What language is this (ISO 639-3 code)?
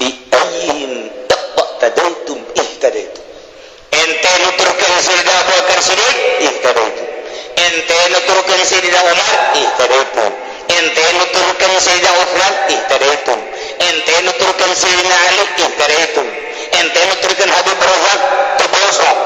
sun